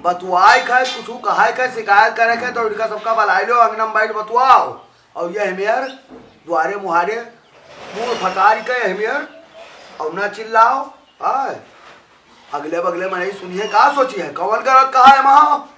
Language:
Awadhi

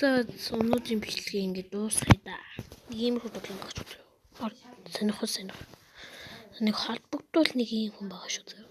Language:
Mongolian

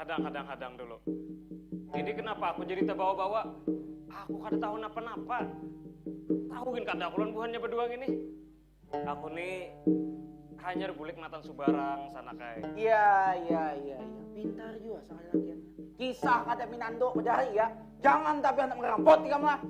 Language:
Banjar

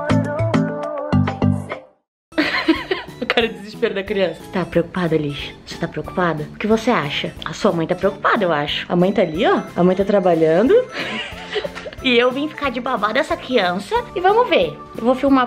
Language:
Portuguese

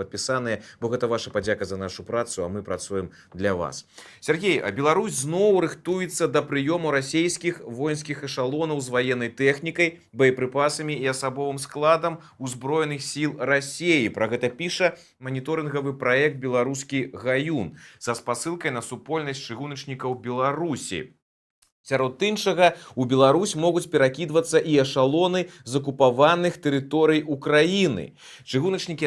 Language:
Belarusian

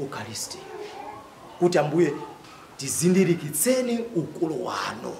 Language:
Nyanja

